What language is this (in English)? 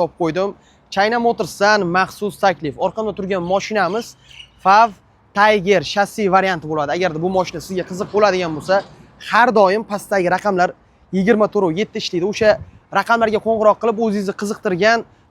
Uzbek